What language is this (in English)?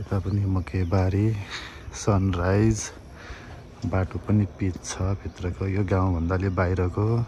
Nepali